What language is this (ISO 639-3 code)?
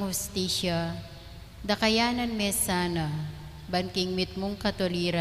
pam